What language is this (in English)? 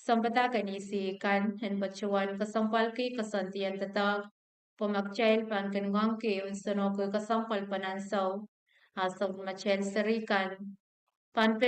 Pohnpeian